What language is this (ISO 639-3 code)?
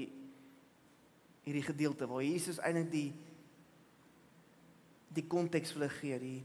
afr